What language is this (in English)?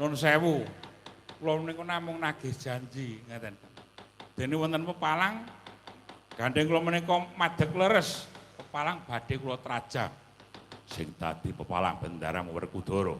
Javanese